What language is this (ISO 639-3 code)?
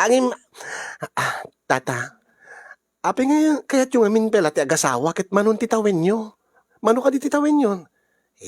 ilo